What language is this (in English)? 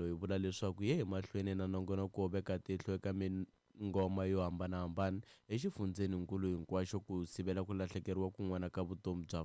Tsonga